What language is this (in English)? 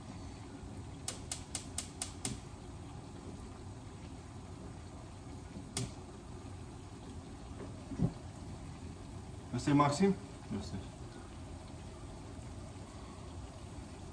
Romanian